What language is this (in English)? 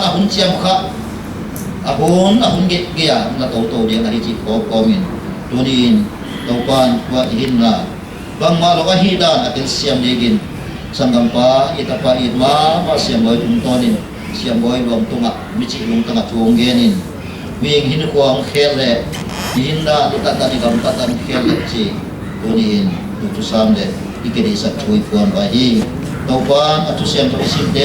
Paite Chin